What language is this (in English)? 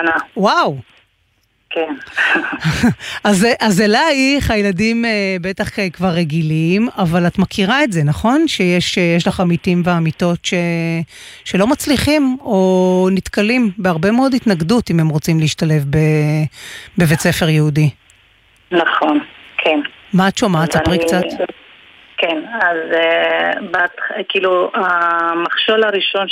Hebrew